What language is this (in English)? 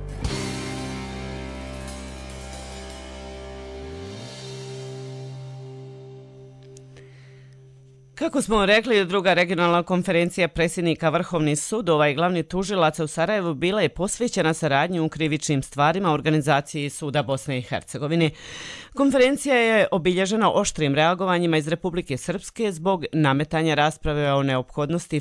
Bosnian